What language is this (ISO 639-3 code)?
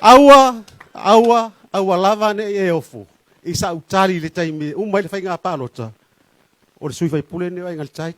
smo